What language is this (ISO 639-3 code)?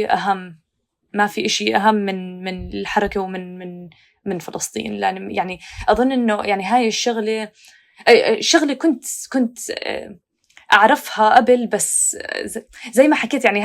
apc